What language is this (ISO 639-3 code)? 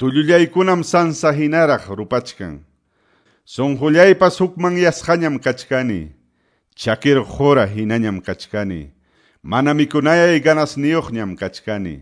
que